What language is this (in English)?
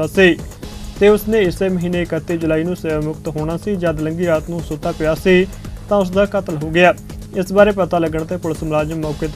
Punjabi